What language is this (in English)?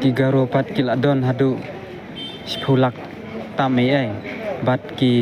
Khasi